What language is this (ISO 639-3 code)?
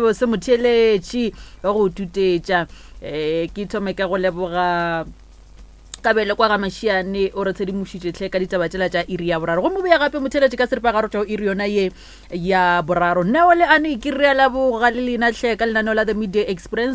nso